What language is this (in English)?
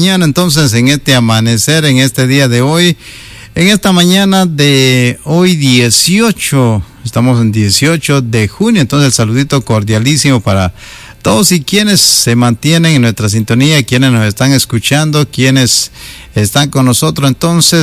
Spanish